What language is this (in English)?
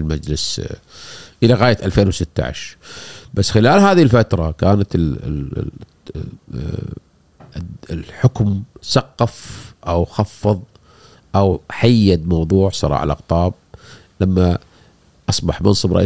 Gulf Arabic